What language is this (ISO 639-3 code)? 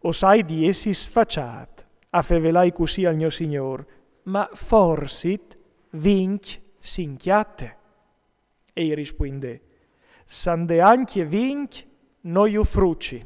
fur